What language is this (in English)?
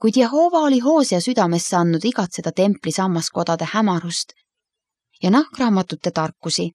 Estonian